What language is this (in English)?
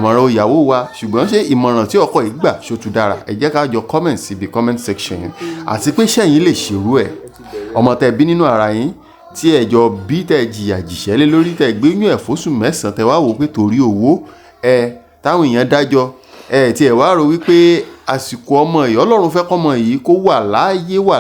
Yoruba